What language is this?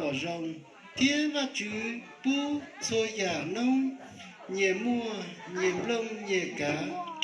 Hmong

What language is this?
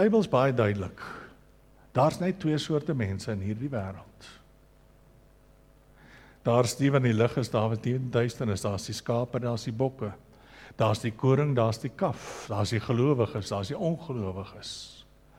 Afrikaans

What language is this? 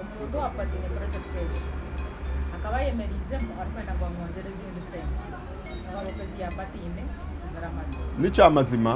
Nyankole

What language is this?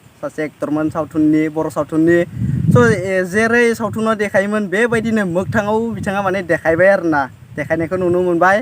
Bodo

